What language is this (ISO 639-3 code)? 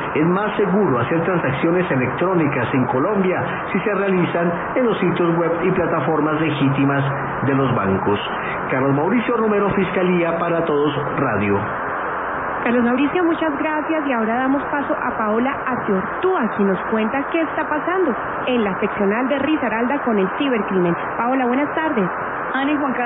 spa